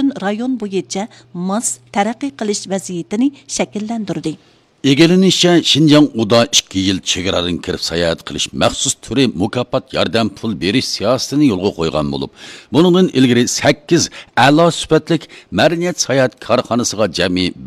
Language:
Uyghur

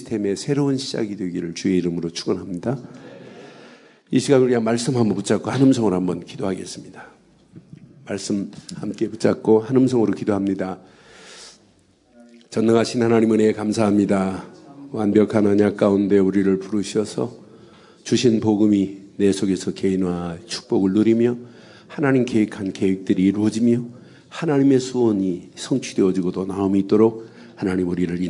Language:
Korean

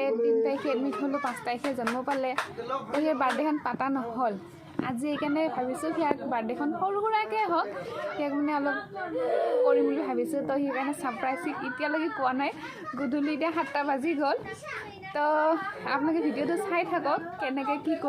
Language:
Assamese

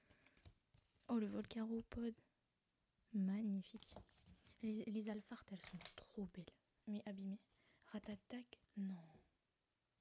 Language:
French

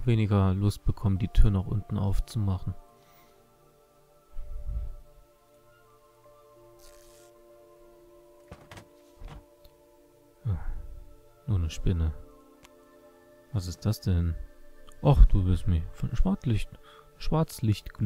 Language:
German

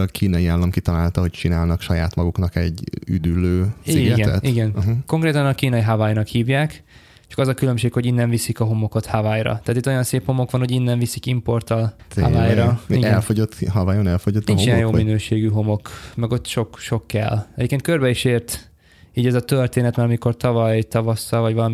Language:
Hungarian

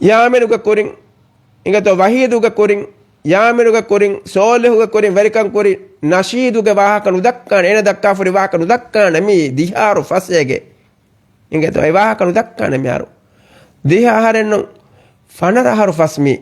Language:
Divehi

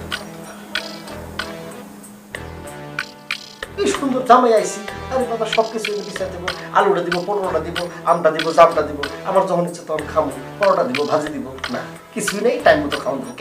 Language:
Bangla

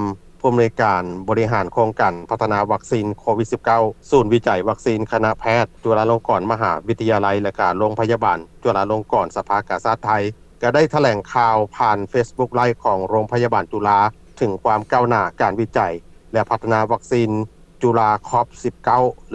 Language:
Lao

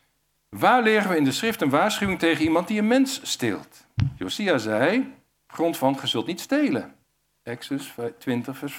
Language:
Dutch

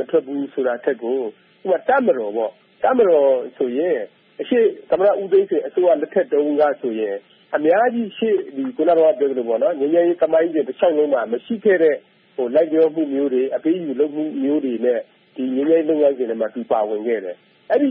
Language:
Burmese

